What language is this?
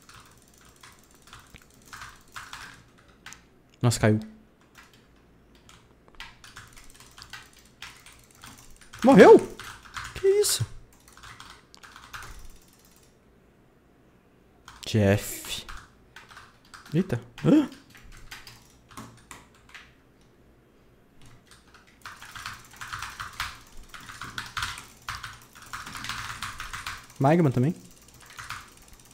Portuguese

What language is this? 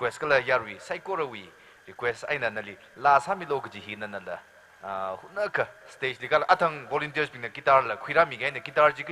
Tangkhul Naga (India)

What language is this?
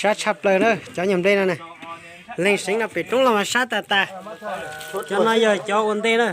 Hmong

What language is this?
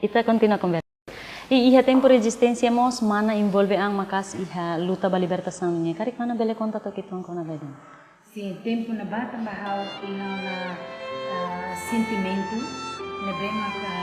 Tetum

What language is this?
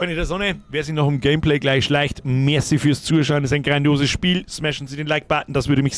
Bavarian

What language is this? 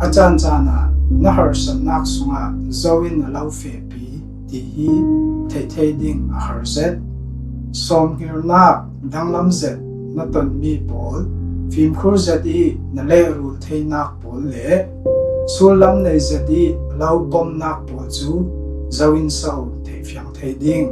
Falam Chin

